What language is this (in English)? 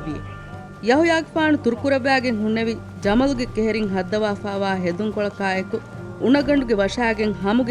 Divehi